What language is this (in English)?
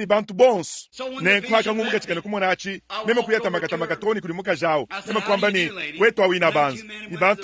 Luba-Lulua